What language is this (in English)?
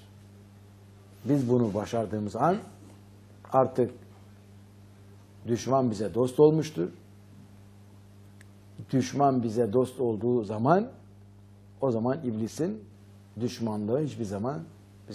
Turkish